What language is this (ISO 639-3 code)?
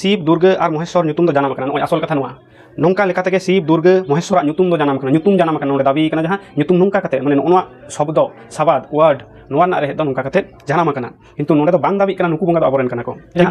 sat